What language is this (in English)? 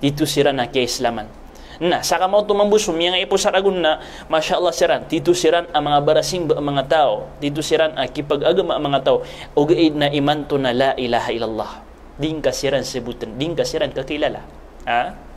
Maranao